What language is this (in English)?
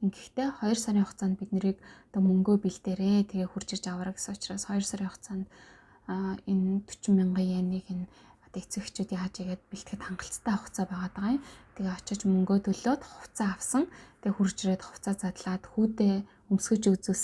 Mongolian